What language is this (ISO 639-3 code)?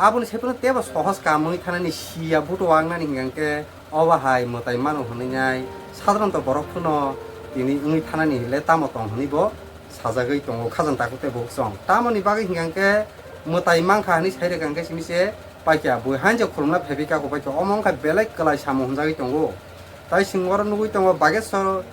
trp